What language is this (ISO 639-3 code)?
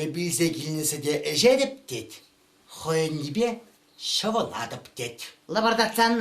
chv